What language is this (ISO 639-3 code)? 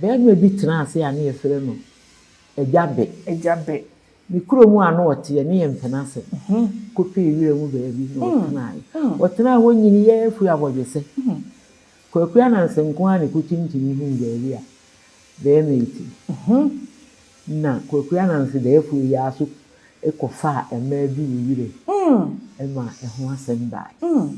aka